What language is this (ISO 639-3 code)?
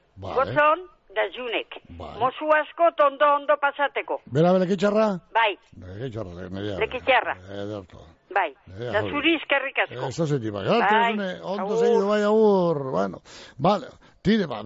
eus